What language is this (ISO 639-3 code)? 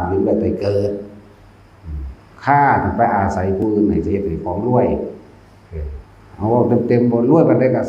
tts